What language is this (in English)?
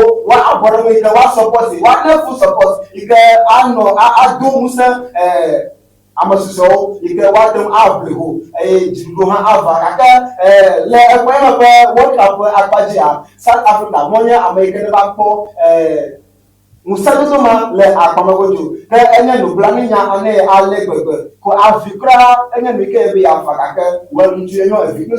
Ewe